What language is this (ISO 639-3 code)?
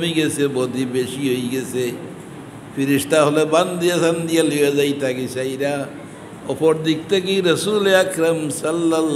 syl